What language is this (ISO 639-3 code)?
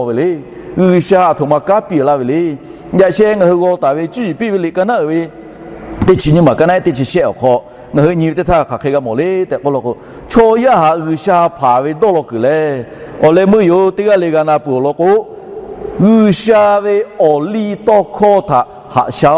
lhu